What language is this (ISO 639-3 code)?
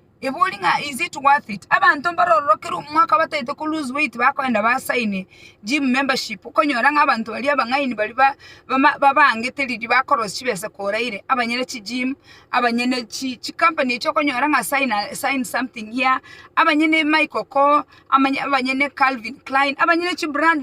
guz